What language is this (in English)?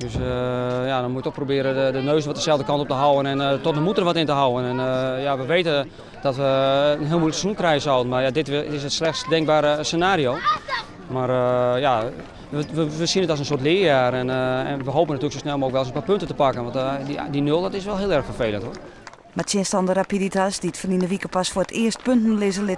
Western Frisian